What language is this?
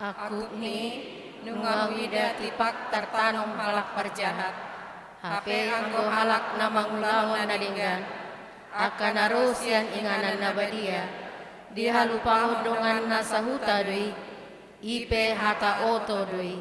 Batak Toba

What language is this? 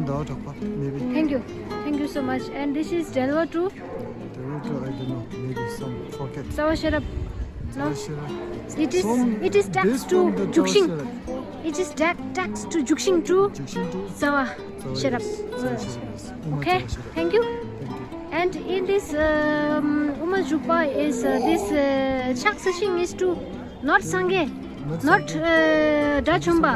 Tibetan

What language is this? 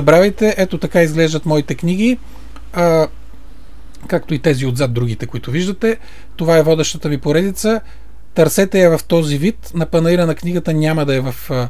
Bulgarian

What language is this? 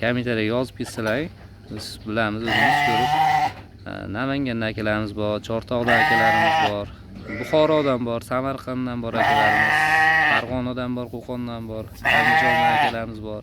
Uzbek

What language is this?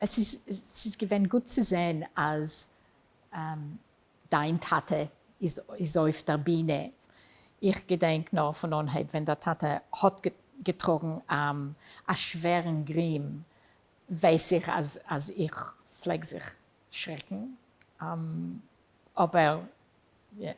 Yiddish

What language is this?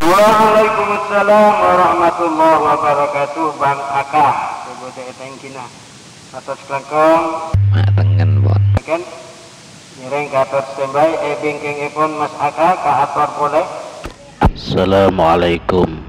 Madurese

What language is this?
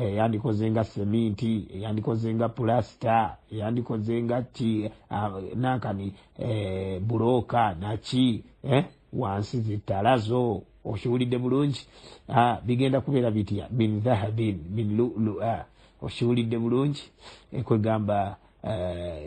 Ganda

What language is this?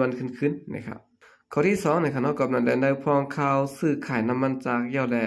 Shan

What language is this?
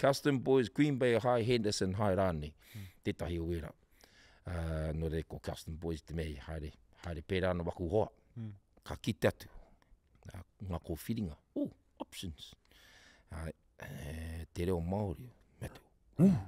Māori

